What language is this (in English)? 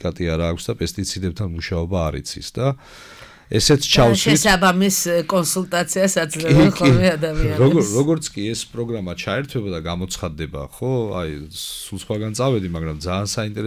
Georgian